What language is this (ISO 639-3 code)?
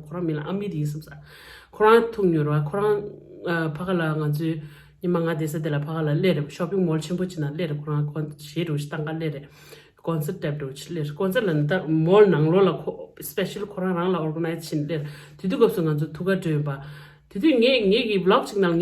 bod